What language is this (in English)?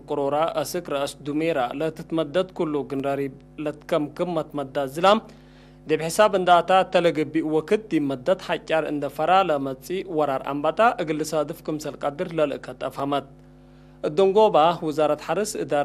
Tigre